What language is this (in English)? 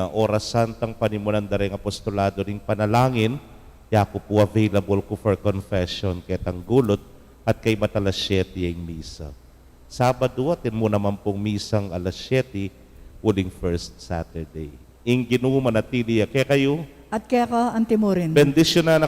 Pampanga